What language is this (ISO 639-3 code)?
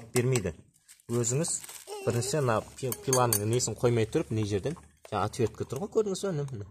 kaz